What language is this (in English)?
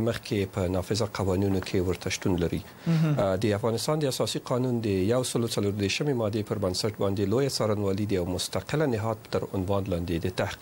Pashto